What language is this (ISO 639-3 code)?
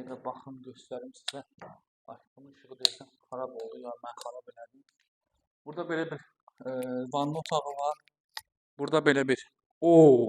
aze